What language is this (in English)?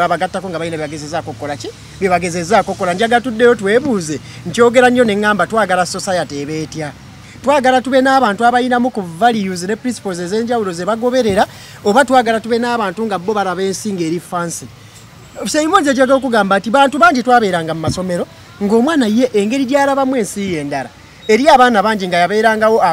Ganda